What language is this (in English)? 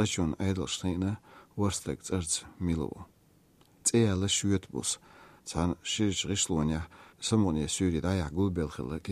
Chechen